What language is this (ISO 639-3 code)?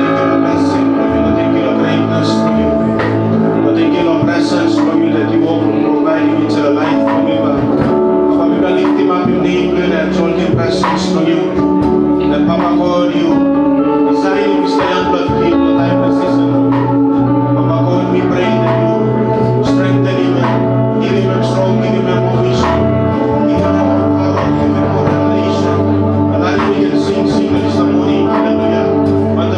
tpi